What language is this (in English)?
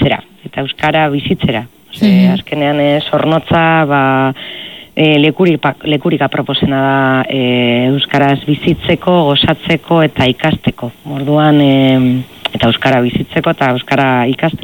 Basque